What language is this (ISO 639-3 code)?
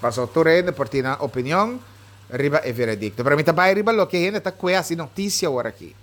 pap